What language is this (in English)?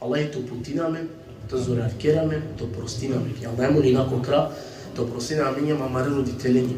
Balkan Romani